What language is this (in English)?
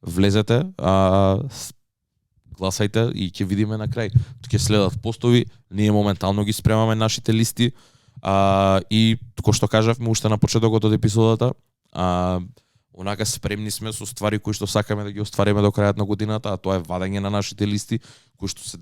Macedonian